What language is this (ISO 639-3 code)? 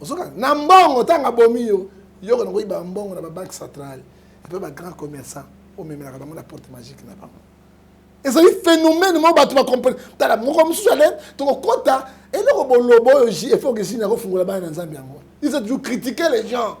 lin